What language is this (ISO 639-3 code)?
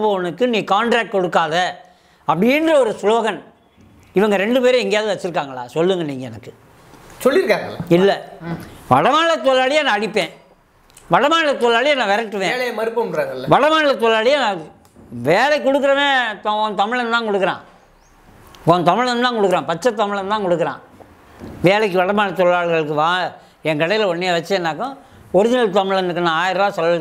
tam